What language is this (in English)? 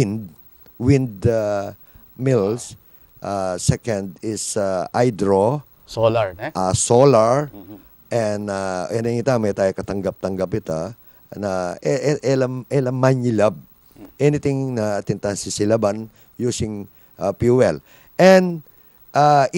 Pampanga